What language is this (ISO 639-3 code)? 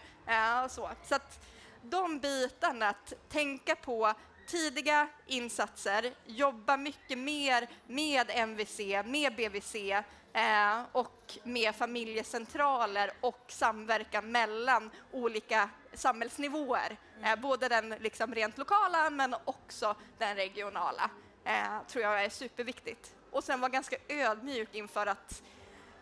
swe